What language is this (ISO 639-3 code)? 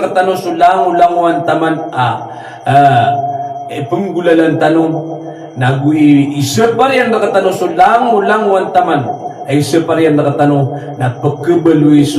mrw